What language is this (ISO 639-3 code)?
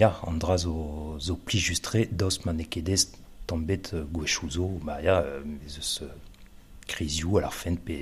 bre